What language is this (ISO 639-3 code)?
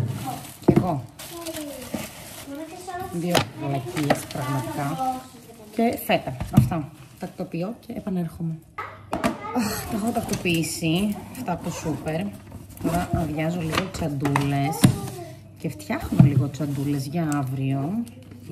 ell